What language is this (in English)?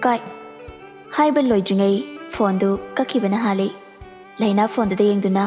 Manipuri